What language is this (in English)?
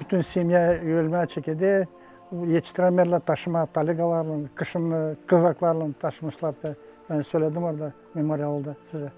Gagauz